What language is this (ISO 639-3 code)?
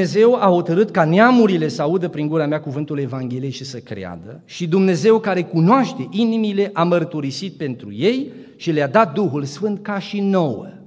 ron